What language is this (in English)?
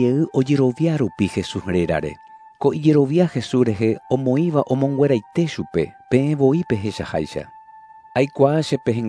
Guarani